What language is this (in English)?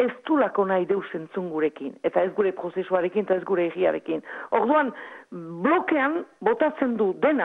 Basque